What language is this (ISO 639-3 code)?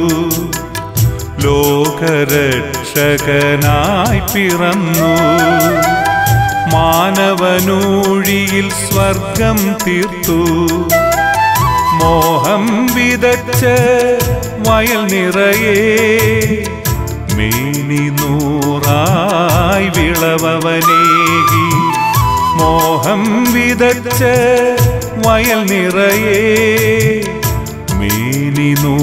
mal